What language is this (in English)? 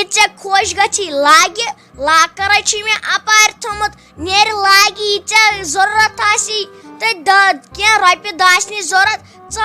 Kashmiri